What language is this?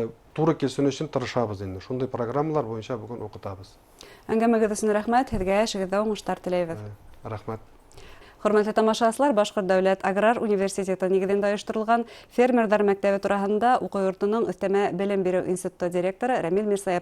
Bashkir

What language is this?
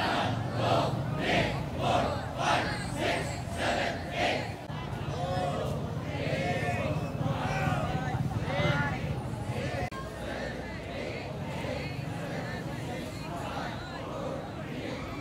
Filipino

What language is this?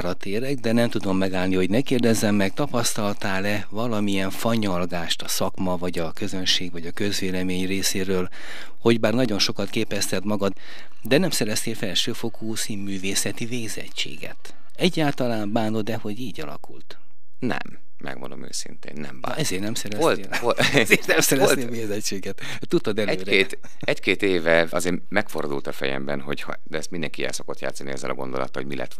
Hungarian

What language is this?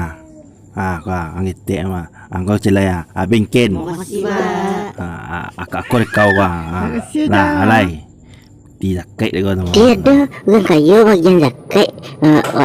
Minangkabau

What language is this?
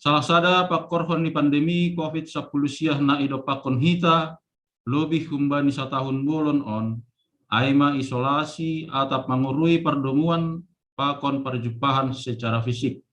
Batak Simalungun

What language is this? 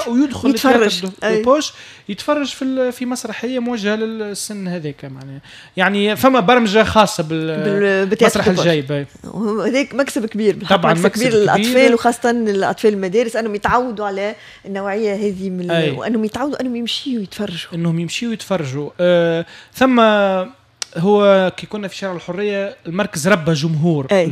Tunisian Arabic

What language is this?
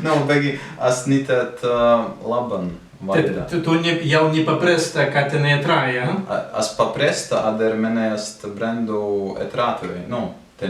Prussian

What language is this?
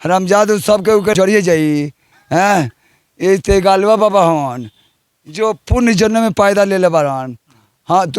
Bhojpuri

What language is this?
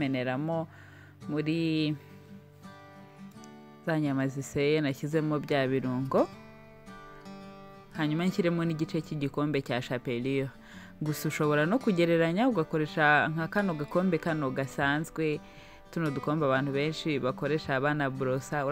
Kinyarwanda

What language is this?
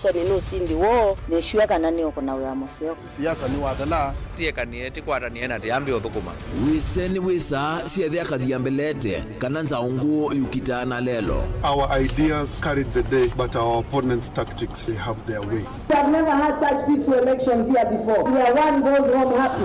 Kamba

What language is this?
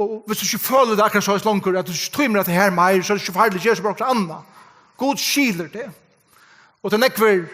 Faroese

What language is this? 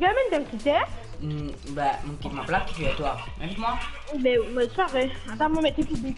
Morisyen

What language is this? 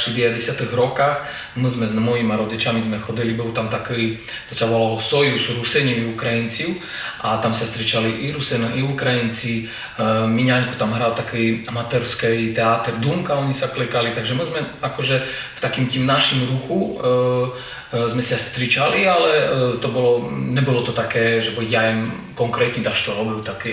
Rusyn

